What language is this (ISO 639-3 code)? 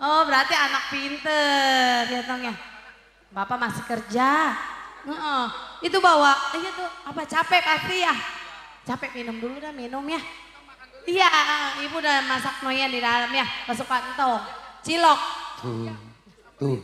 bew